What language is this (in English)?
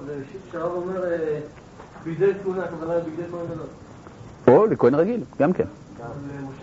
Hebrew